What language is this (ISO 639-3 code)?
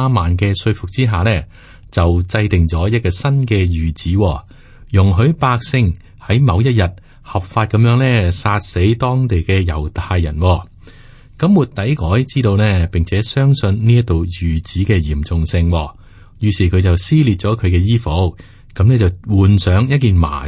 yue